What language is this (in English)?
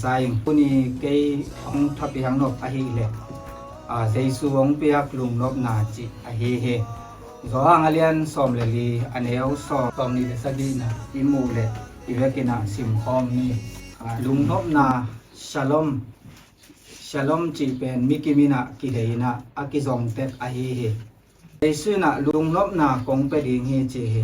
Tedim Chin